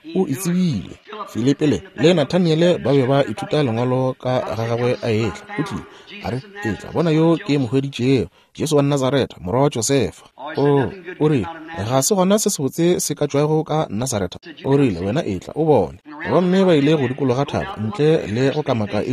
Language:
Northern Sotho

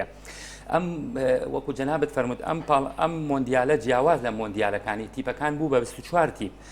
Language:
Central Kurdish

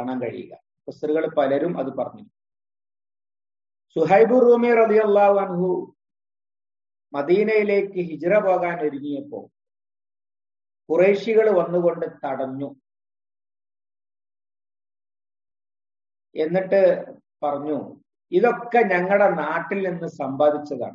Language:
Malayalam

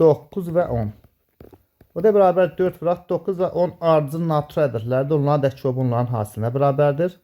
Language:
Azerbaijani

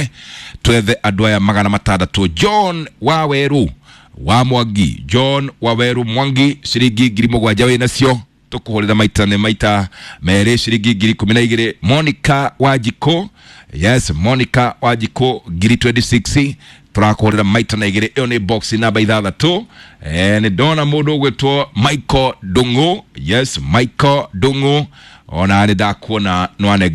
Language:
Kikuyu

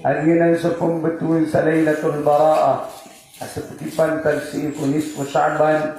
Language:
Maranao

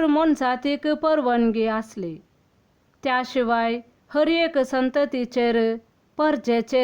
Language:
Konkani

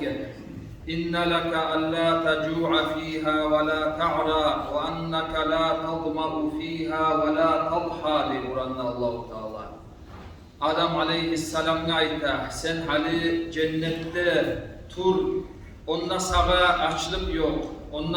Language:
Kumyk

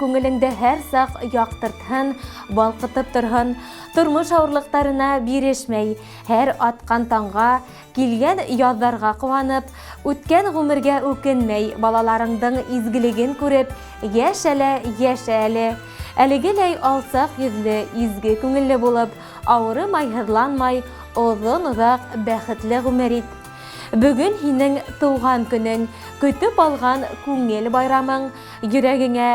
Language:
Bashkir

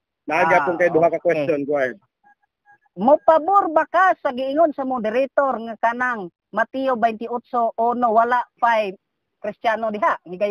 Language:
Cebuano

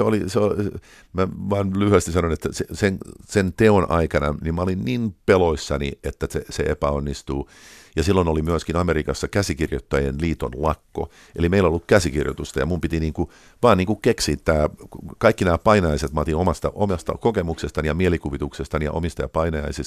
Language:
Finnish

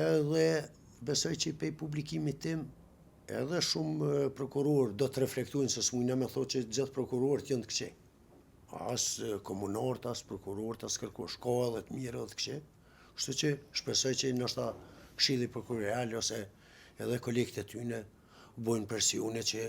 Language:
Albanian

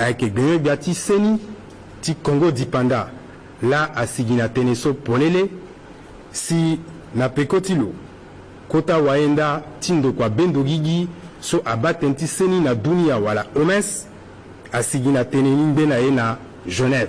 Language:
Sango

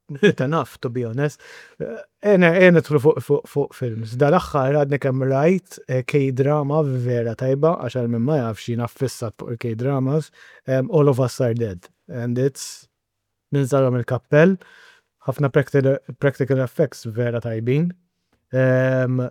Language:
Maltese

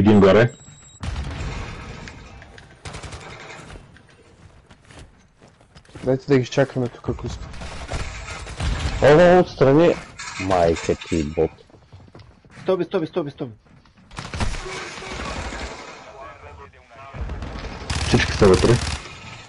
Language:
Bulgarian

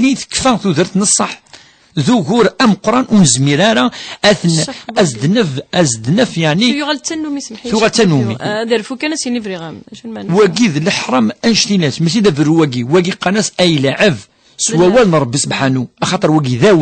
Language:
Kabyle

